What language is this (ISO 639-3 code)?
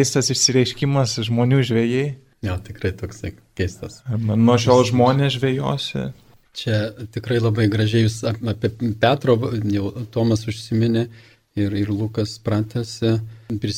lit